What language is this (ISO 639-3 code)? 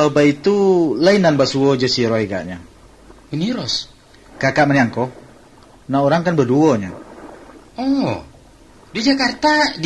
min